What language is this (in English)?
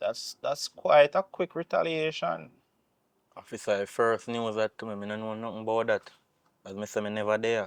Jamaican Creole English